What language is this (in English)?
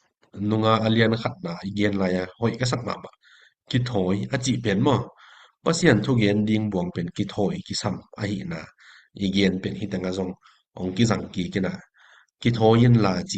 Tedim Chin